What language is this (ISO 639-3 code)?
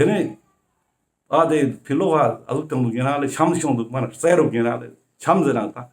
lbj